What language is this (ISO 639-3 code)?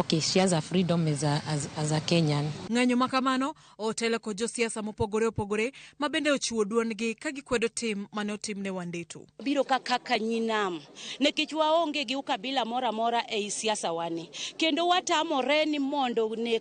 luo